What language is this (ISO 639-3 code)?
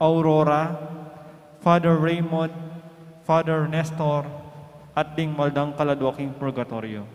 pam